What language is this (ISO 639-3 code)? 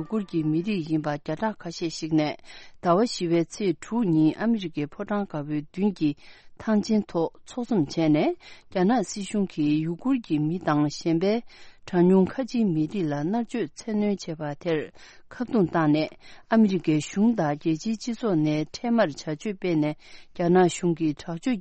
bod